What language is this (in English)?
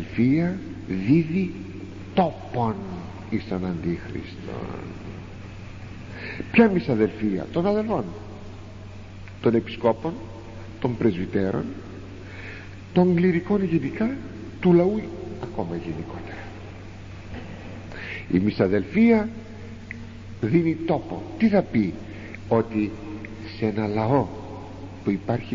Greek